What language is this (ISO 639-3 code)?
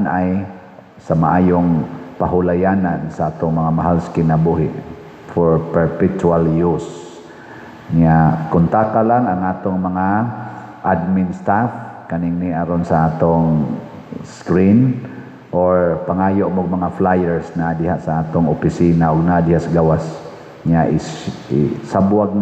ceb